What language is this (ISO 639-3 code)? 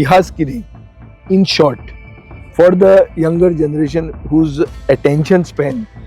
kok